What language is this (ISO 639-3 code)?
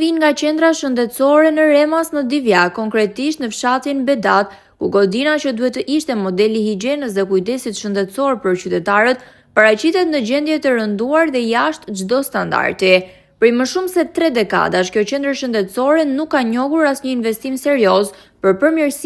sqi